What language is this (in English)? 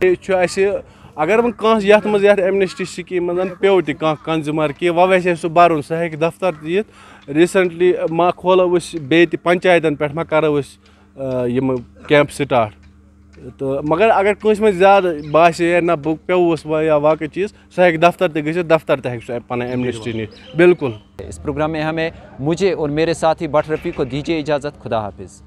Kashmiri